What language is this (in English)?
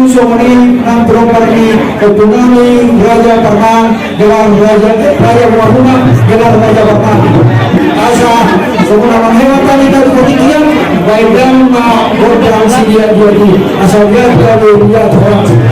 Batak Toba